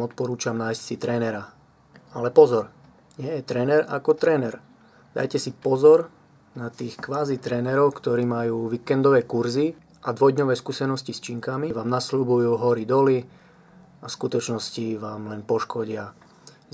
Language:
Slovak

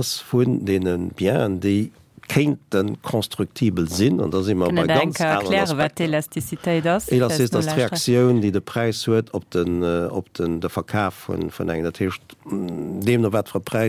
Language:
Luxembourgish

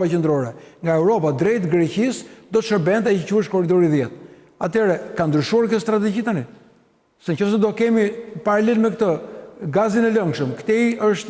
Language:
Albanian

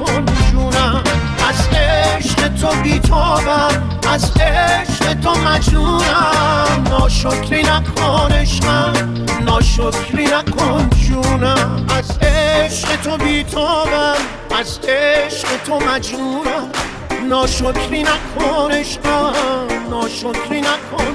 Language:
Persian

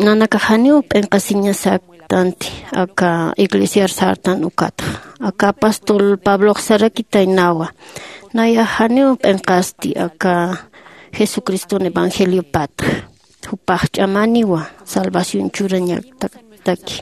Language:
Aymara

